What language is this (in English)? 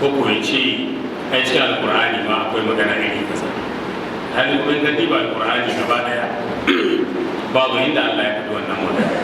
Hausa